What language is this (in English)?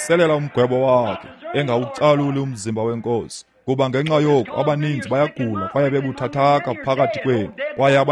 Xhosa